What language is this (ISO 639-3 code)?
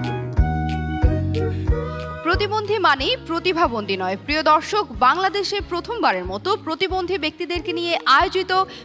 ben